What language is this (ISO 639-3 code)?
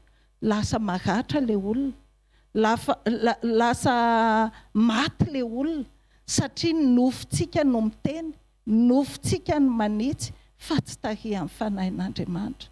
mlg